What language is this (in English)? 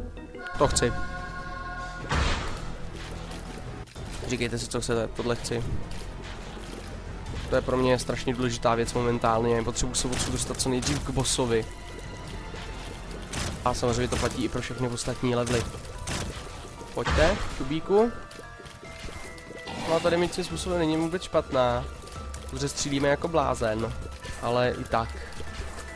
Czech